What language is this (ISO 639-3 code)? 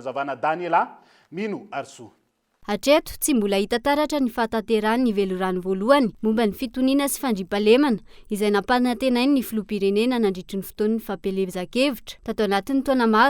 mlg